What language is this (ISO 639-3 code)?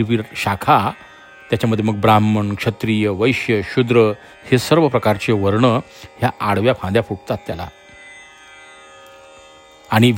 mar